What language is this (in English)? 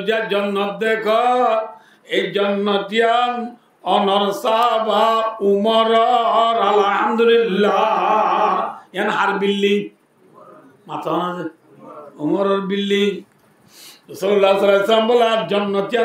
Rohingya